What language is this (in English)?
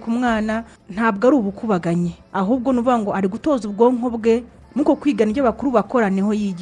Kinyarwanda